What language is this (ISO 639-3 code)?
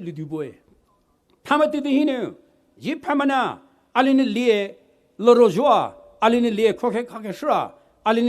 pmx